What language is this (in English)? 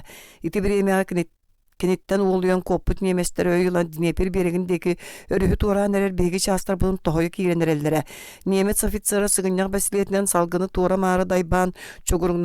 Yakut